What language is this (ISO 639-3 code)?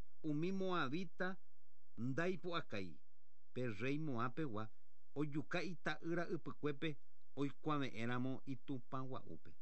grn